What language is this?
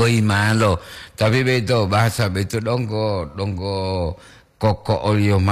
Gorontalo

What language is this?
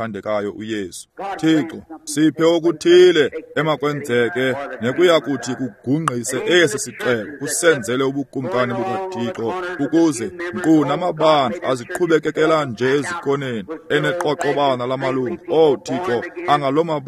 Xhosa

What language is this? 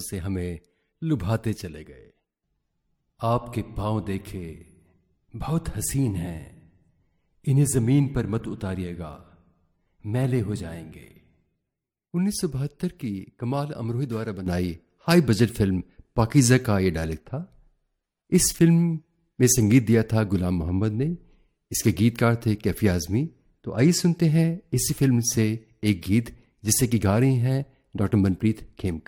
Hindi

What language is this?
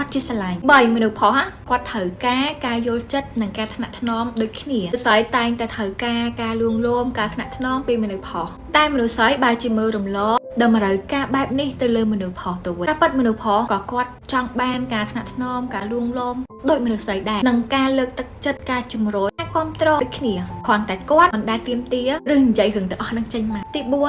Khmer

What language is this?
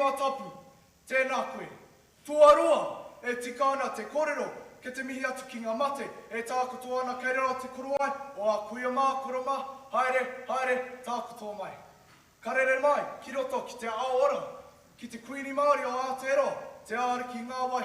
Māori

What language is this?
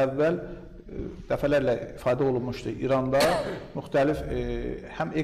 Azerbaijani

